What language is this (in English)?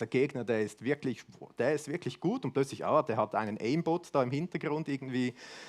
Swiss German